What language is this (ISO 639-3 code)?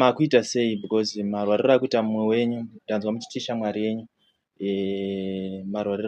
sna